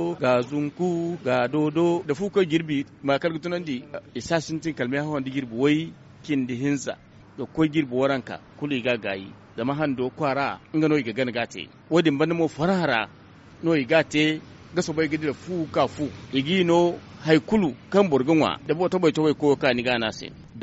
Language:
Zarma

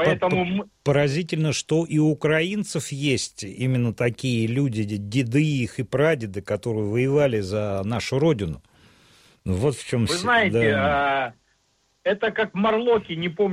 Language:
Russian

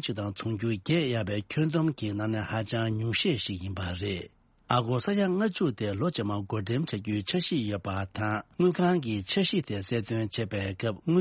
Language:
Tibetan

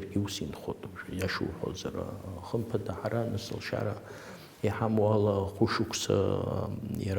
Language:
Abkhazian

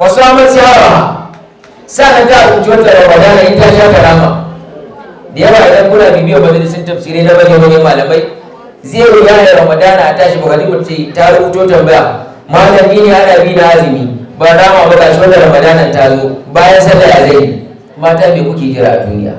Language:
Hausa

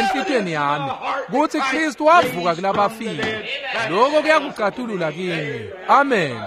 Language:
Swati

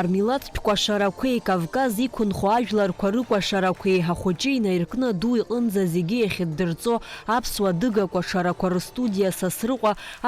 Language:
Abkhazian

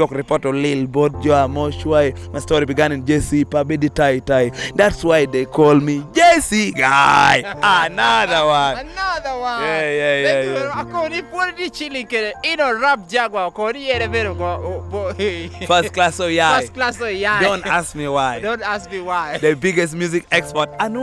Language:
Lango (Uganda)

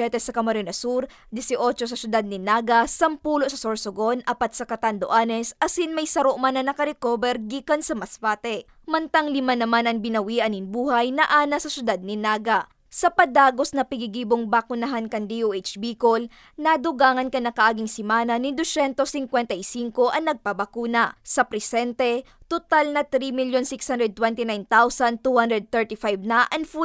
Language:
Bikol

